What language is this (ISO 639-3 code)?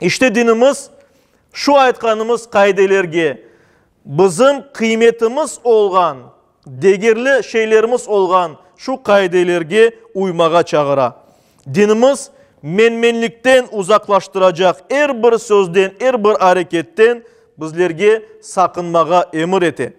crh